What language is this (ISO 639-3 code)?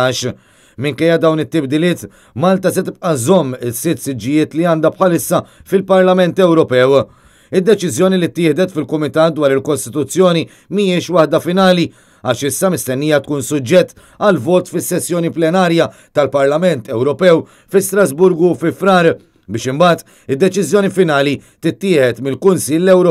mlt